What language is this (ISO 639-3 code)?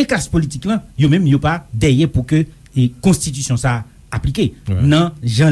hat